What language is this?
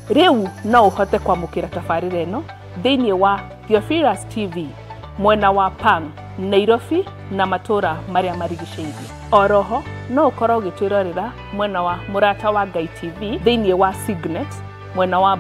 Kikuyu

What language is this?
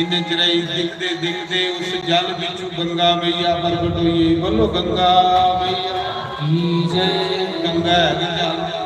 Dogri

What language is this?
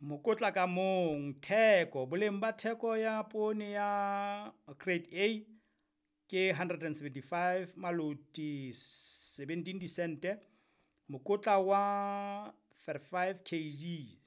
Southern Sotho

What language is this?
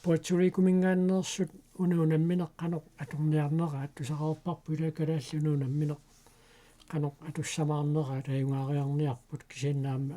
Kalaallisut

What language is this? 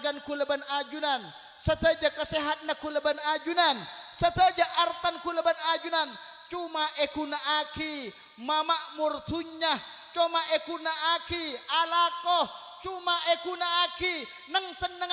Madurese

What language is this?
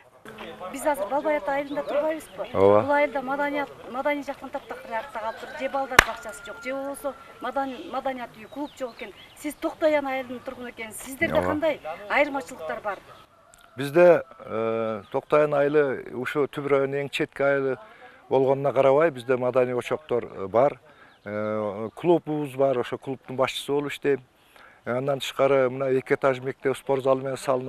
Kyrgyz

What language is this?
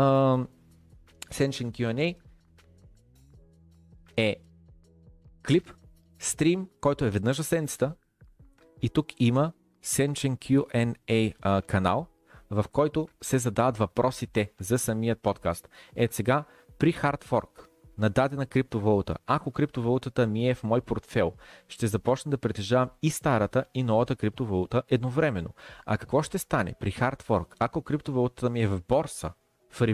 Bulgarian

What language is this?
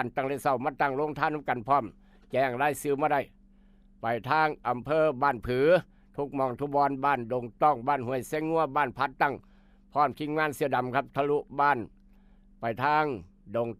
Northeastern Thai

